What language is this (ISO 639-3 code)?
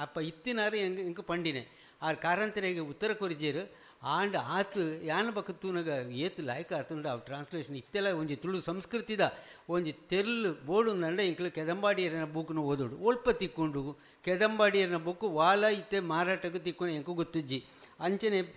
tcy